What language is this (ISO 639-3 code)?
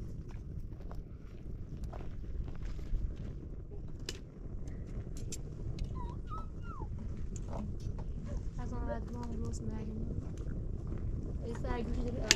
fas